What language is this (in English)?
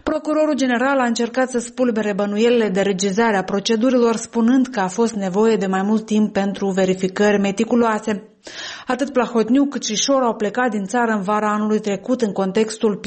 Romanian